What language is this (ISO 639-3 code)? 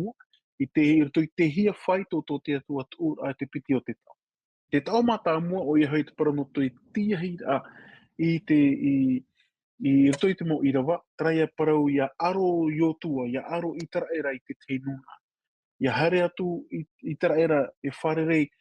tah